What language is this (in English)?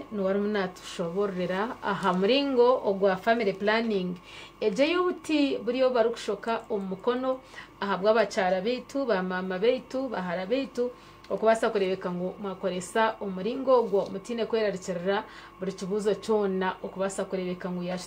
Nyankole